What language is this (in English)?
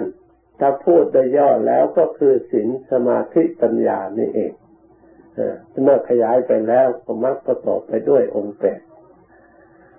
Thai